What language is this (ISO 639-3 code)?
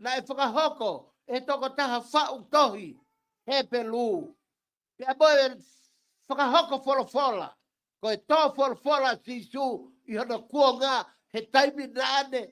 ton